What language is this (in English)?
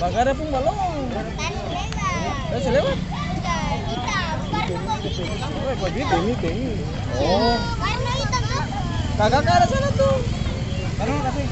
Ambonese Malay